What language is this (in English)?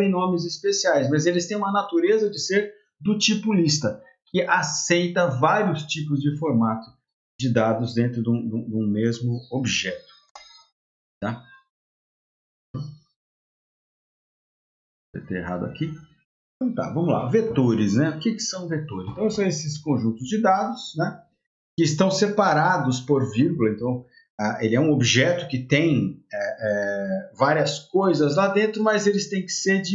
Portuguese